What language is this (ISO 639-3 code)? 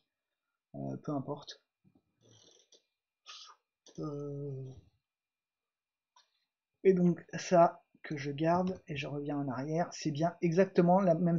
fra